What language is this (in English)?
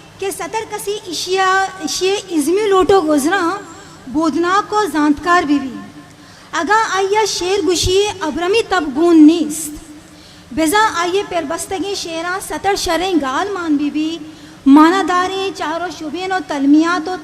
Eastern Balochi